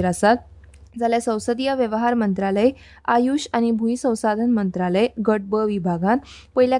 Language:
Konkani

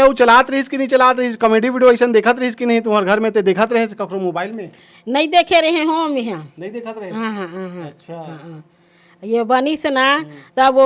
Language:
Chhattisgarhi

